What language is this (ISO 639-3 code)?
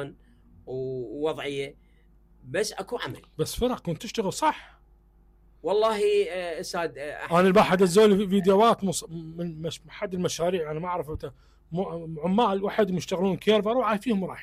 acm